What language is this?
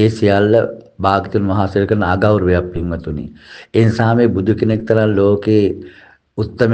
Sinhala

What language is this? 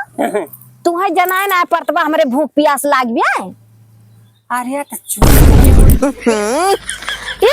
Awadhi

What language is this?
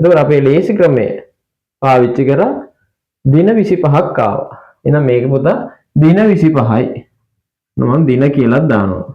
Sinhala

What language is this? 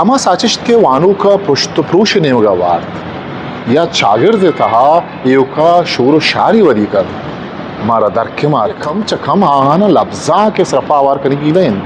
Eastern Balochi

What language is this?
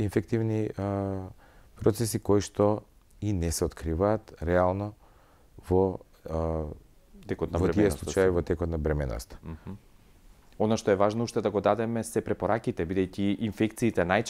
Macedonian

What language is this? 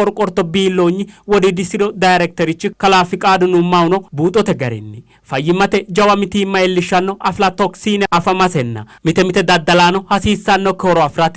Sidamo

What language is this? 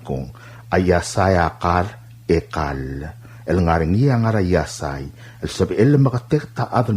Palauan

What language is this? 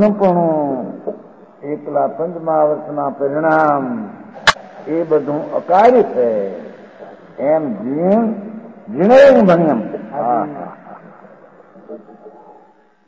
Gujarati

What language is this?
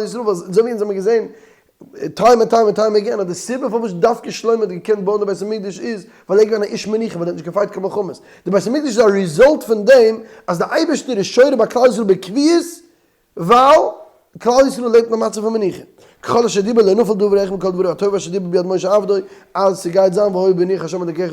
Yiddish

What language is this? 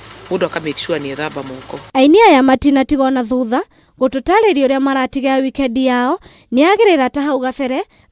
Kikuyu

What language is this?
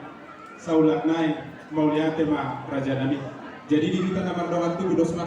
Batak Toba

